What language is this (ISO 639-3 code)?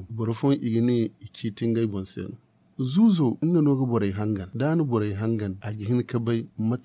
dje